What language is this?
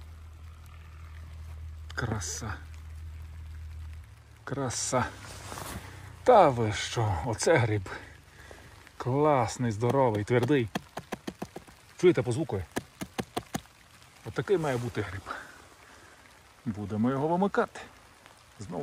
Ukrainian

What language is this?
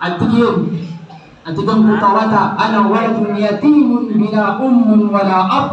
Maranao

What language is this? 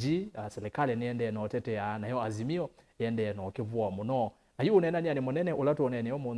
Kamba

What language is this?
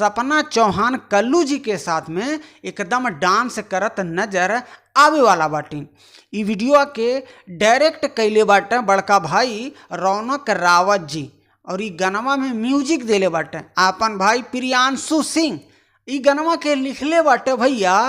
Bhojpuri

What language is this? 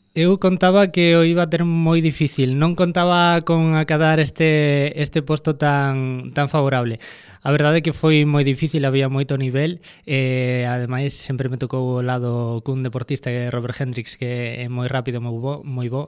Galician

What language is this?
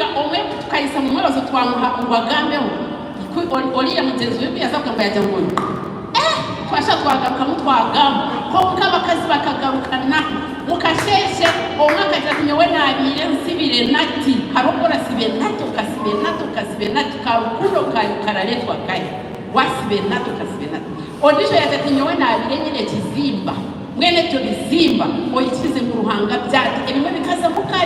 Nyankole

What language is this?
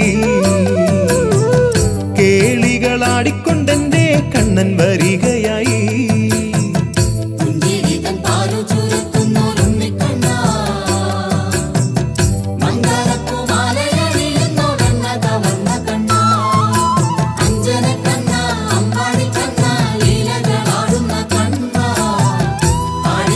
Malayalam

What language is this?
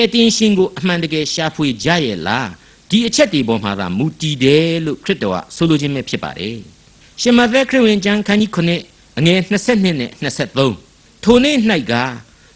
Burmese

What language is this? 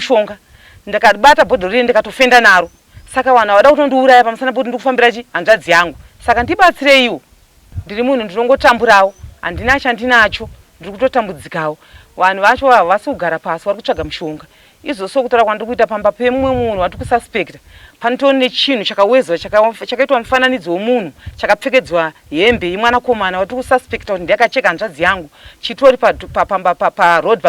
Shona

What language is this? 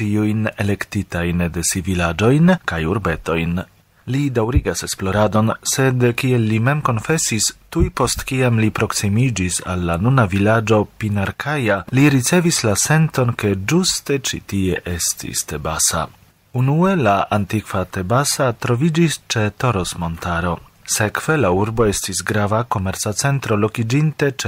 Esperanto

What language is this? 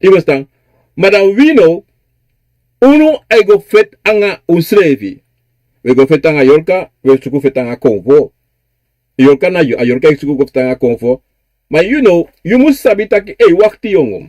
Sranan Tongo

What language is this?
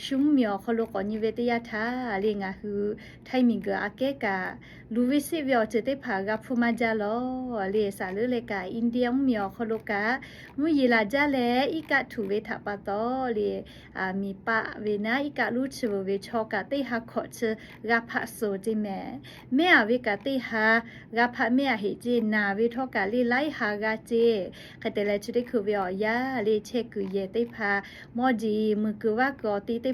Lahu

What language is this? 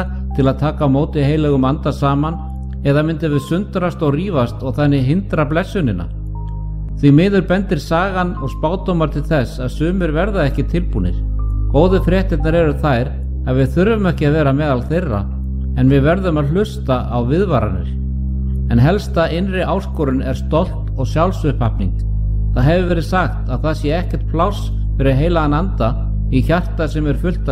Icelandic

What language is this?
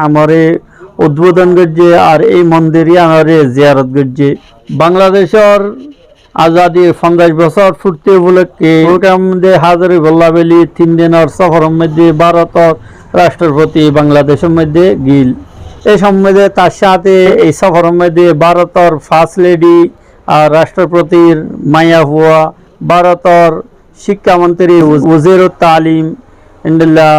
Rohingya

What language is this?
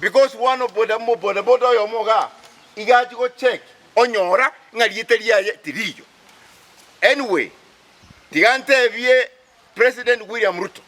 Gusii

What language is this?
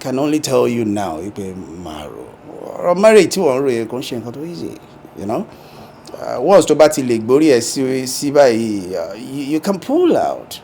Yoruba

